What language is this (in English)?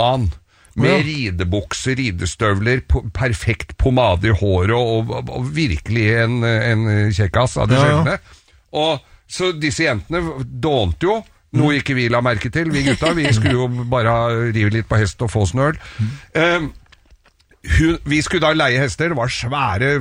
Norwegian